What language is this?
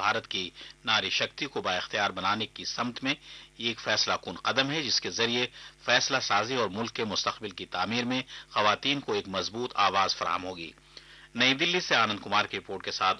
Urdu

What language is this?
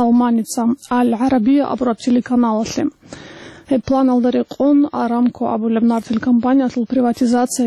Avaric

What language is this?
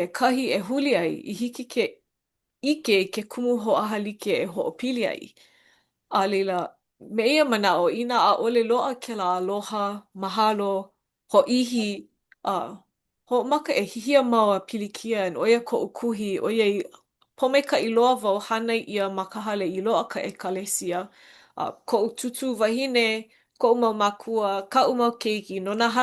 Hawaiian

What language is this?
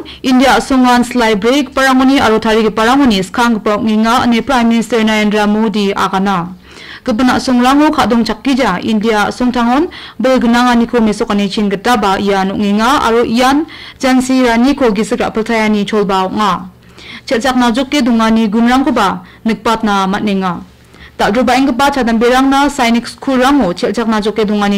Garo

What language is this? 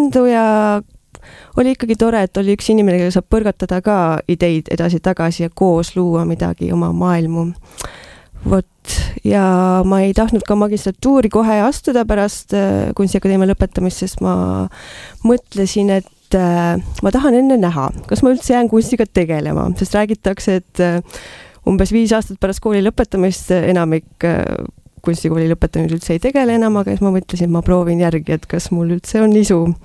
Estonian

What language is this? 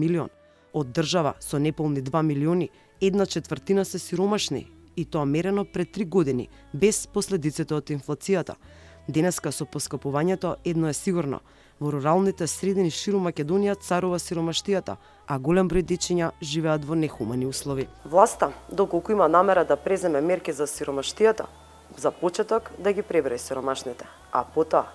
Macedonian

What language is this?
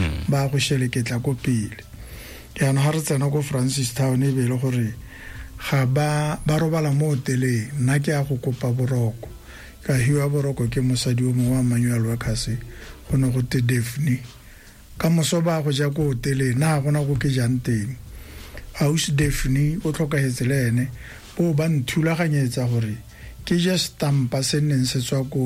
Tswana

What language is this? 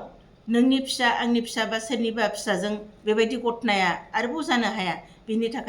Bodo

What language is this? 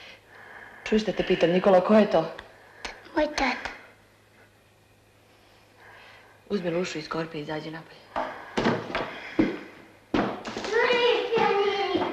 Serbian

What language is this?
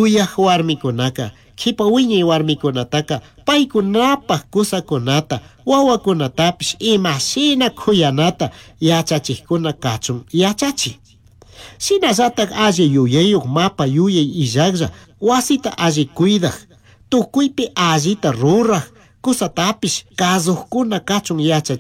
Chimborazo Highland Quichua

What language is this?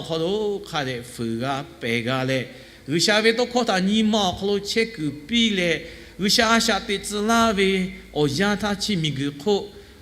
Lahu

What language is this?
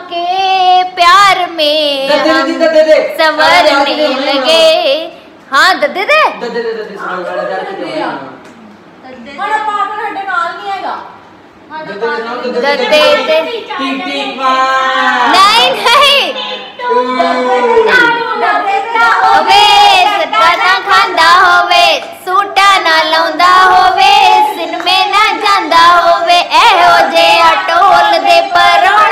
Punjabi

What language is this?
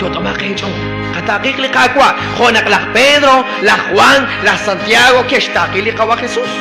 Kekchí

